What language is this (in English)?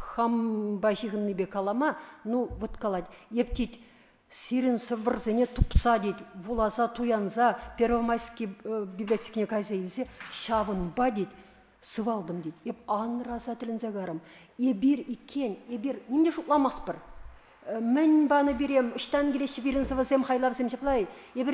Chuvash